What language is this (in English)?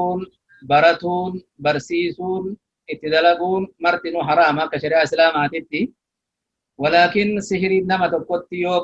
Oromo